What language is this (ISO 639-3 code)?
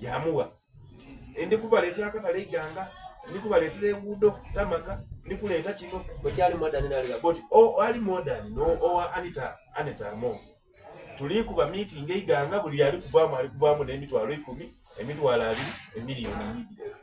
xog